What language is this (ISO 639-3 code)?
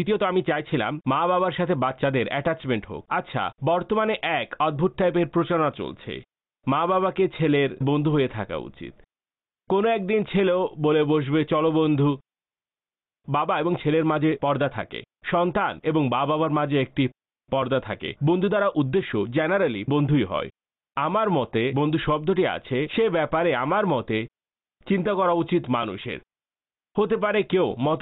ben